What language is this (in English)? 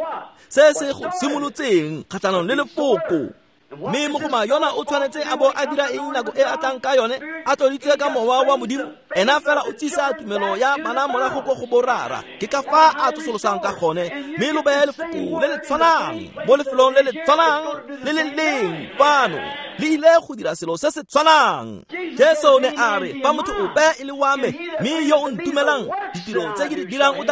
Tswana